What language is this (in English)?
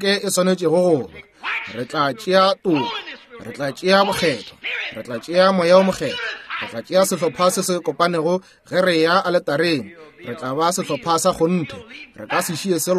Northern Sotho